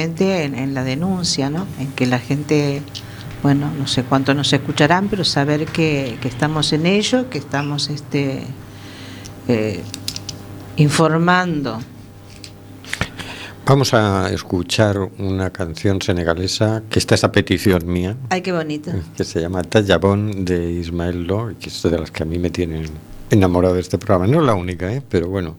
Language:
Spanish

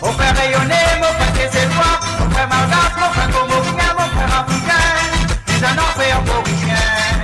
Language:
Morisyen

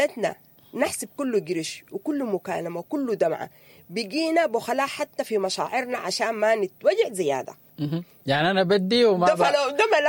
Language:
Sudanese Arabic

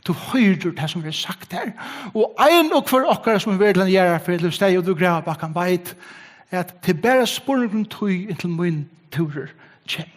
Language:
Faroese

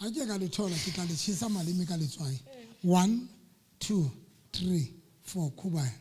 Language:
Southern Sotho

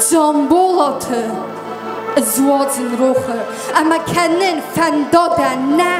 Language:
Ossetic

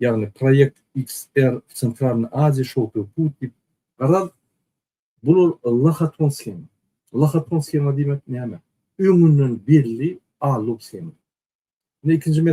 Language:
Turkmen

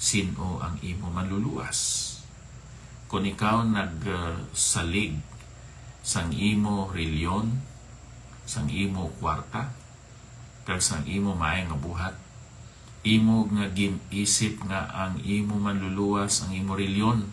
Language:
Hiligaynon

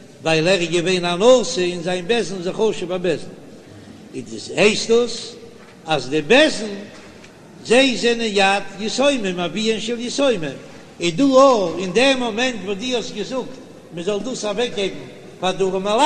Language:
Yiddish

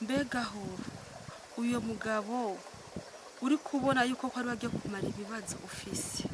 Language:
Rundi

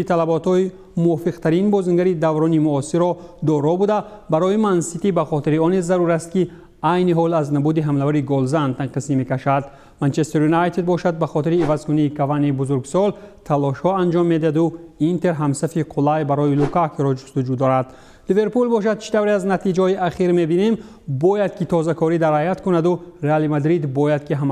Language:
Tajik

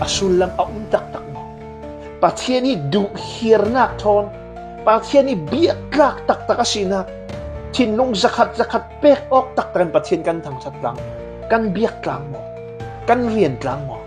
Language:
Falam Chin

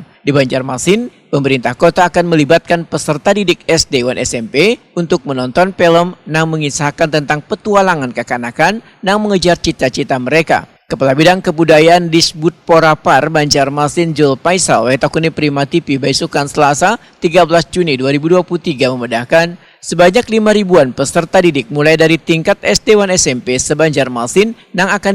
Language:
Banjar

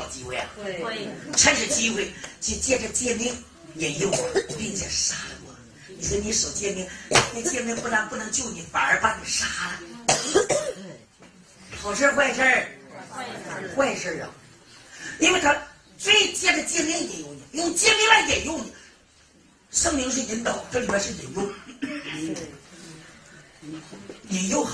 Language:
Chinese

